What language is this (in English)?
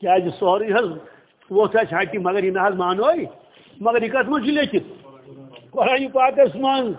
Kashmiri